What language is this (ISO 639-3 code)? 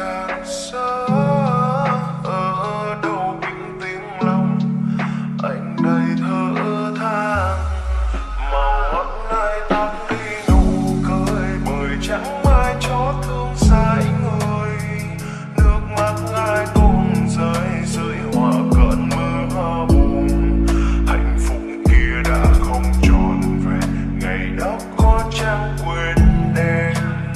vie